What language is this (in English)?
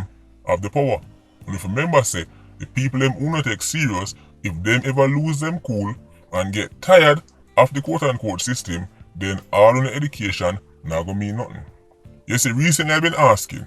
Jamaican Creole English